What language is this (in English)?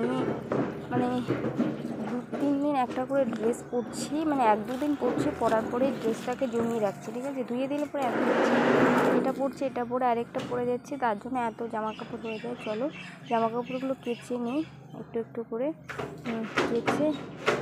Bangla